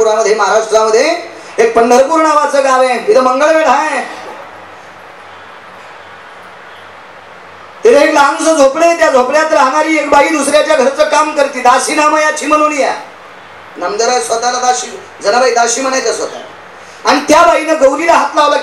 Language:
Marathi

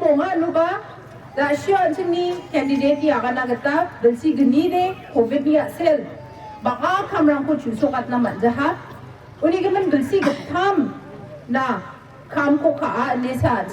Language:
Garo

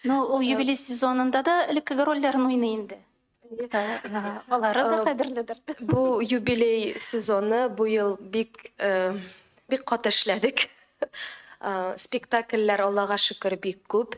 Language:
Tatar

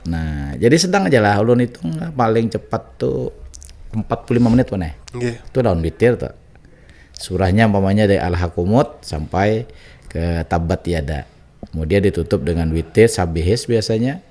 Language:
Banjar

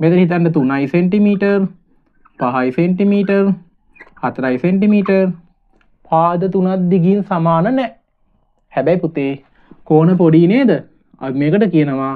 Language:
Sinhala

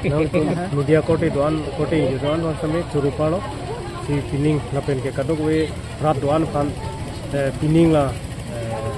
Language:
Karbi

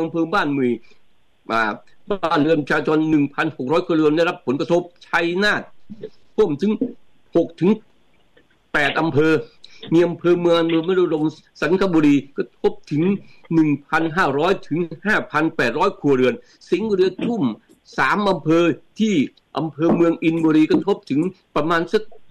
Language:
Thai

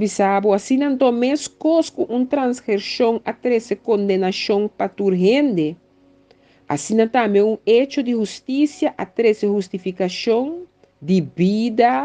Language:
Papiamento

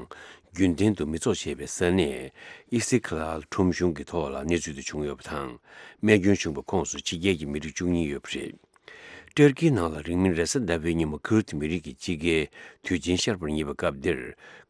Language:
Tibetan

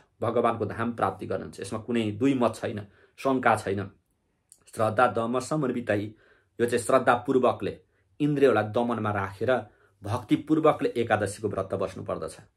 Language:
Nepali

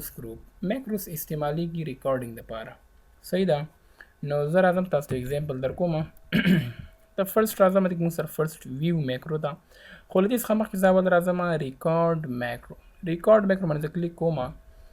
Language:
Pashto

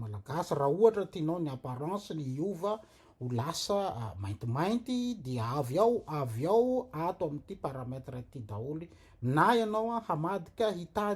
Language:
Malagasy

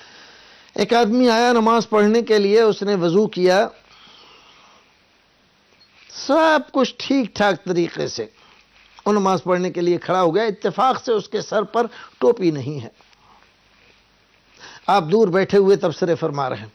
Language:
Urdu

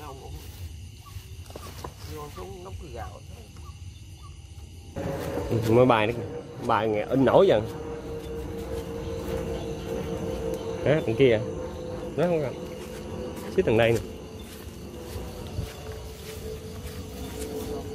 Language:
Vietnamese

